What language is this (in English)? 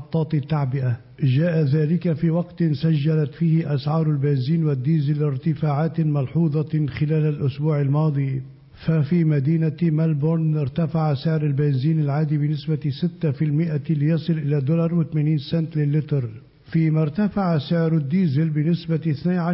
Arabic